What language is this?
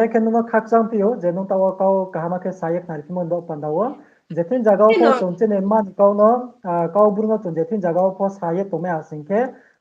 Riang (India)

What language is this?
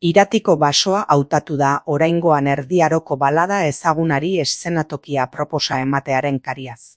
Basque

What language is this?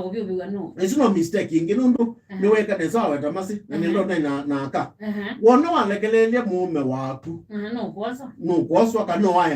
Kamba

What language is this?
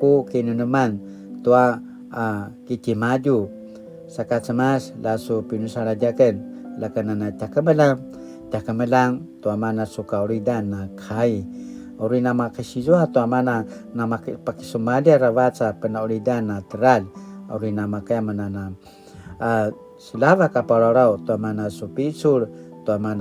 Paiwan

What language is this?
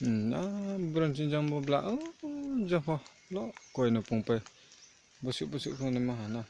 Riang (India)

